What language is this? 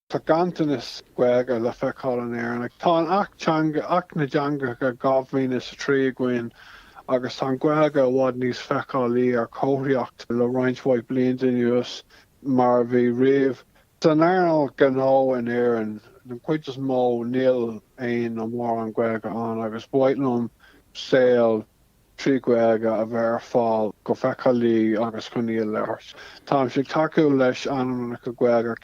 Irish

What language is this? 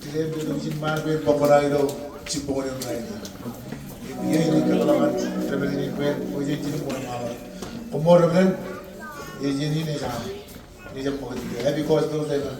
Marshallese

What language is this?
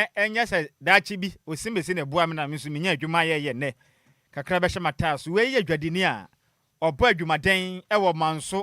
Akan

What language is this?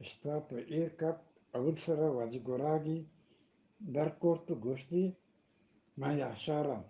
Eastern Balochi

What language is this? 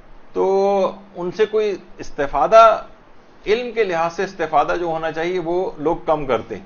Urdu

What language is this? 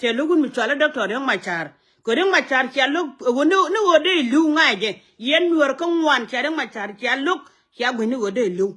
Nuer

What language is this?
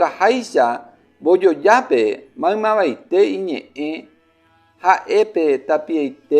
Guarani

